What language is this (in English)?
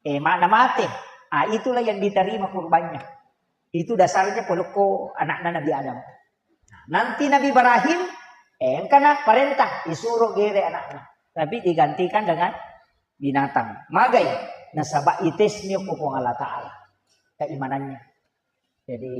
Buginese